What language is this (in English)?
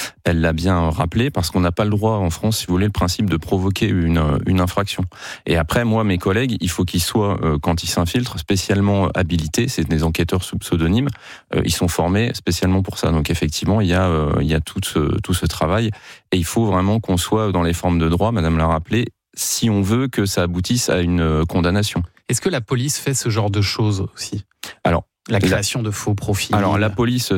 French